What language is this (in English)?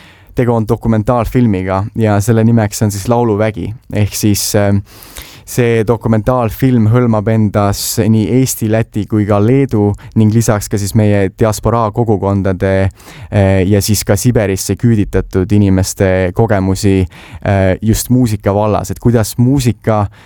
Estonian